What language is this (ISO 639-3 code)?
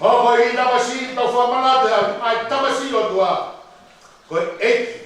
ton